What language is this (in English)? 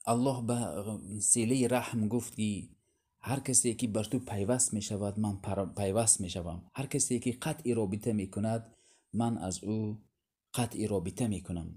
Tajik